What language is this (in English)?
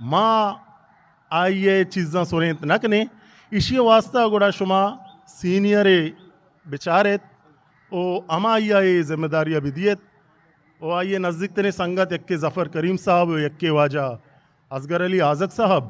Eastern Balochi